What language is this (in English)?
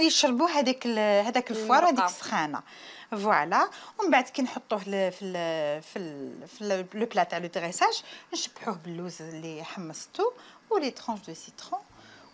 Algerian Arabic